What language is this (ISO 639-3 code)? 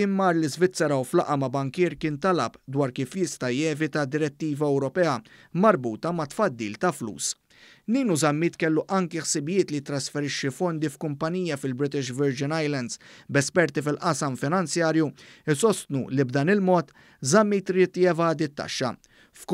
mlt